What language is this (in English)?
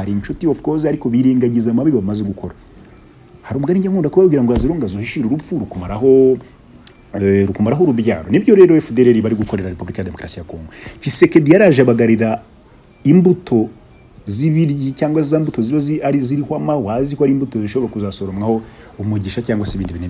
Kinyarwanda